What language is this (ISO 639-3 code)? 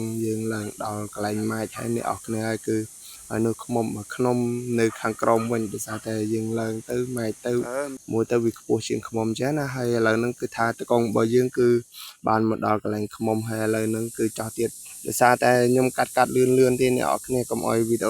khm